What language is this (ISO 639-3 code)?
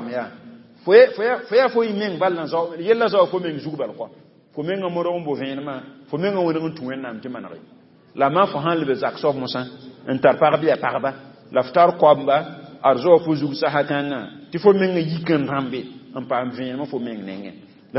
mos